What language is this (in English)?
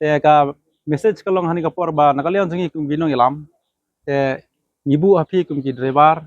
Khasi